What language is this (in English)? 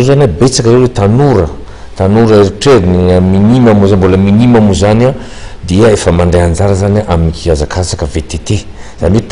Malagasy